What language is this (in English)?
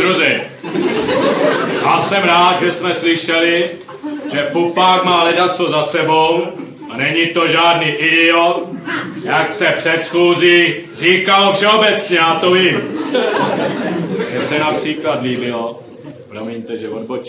Czech